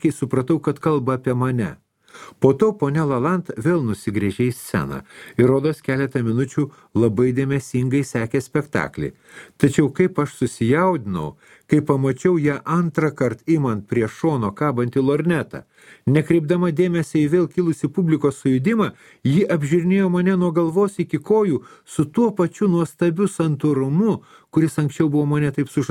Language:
Lithuanian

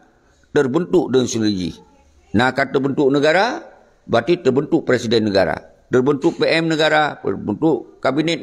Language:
Achinese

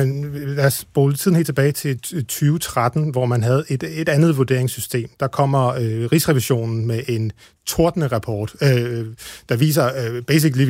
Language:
Danish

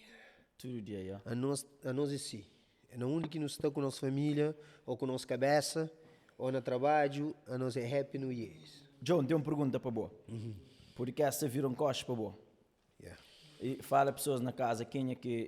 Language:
Kabuverdianu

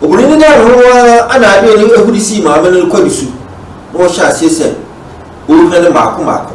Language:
Akan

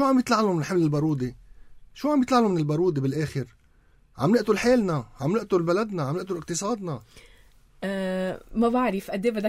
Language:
North Levantine Arabic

